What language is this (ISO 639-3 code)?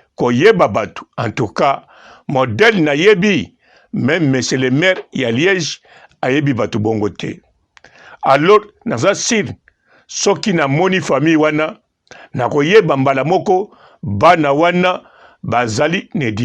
lin